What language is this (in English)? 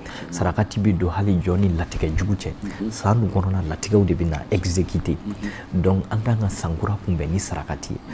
Bambara